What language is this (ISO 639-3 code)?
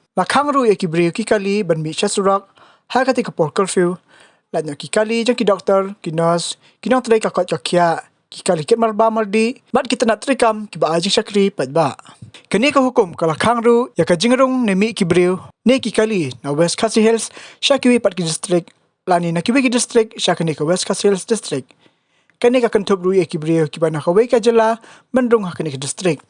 kha